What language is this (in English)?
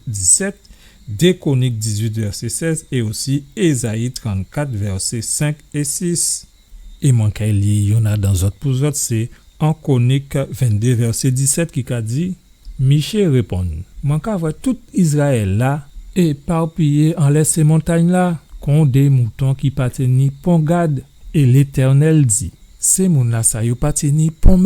Guadeloupean Creole French